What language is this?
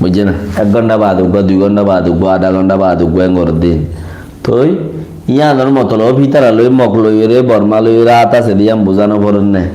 Rohingya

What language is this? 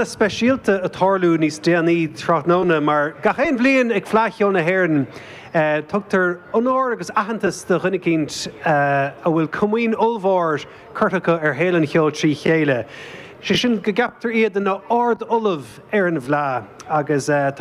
Irish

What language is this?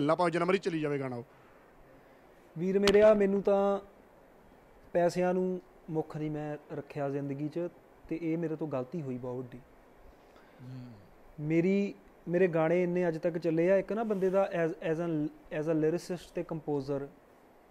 Punjabi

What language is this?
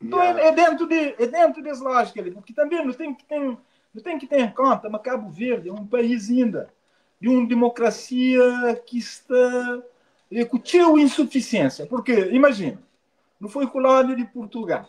Kabuverdianu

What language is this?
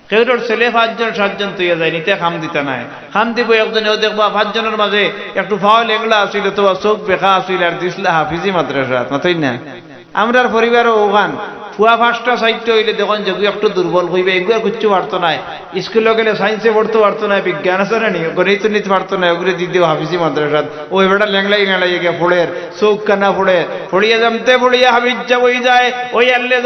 Sylheti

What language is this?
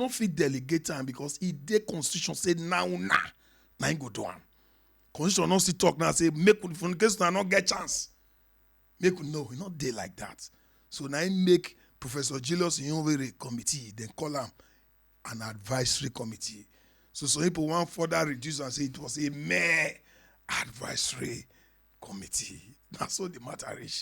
Nigerian Pidgin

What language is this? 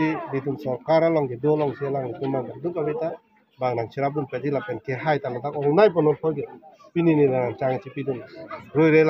Karbi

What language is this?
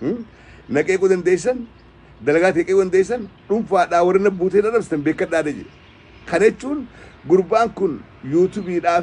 Oromo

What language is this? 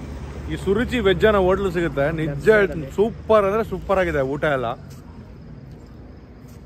Kannada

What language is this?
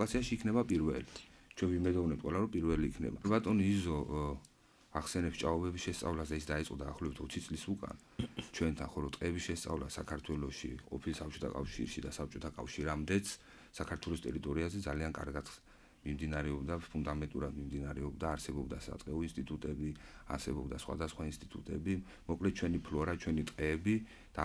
Georgian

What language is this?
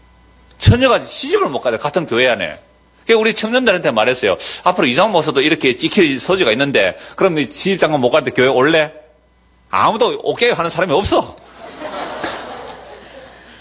Korean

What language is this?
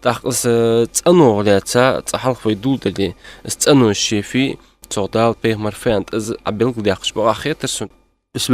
Ingush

